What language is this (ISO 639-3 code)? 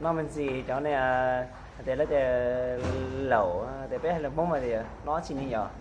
hmn